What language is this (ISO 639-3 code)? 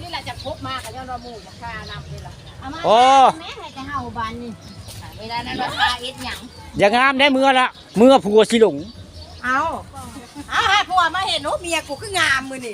tts